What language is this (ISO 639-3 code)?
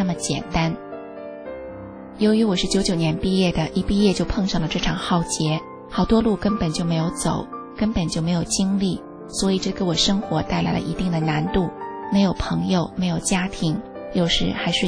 zho